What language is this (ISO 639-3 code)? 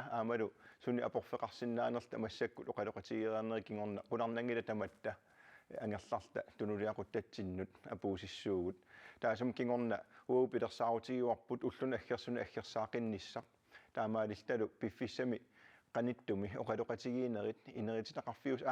kal